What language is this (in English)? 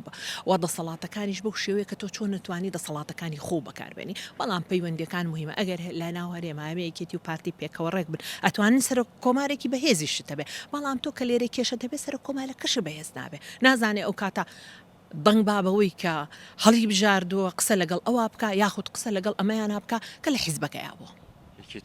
Central Kurdish